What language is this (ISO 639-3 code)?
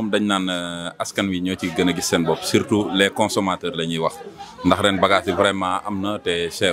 wol